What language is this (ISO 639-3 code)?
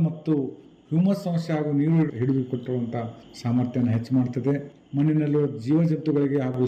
kan